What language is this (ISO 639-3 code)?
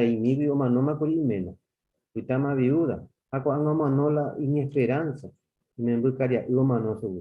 grn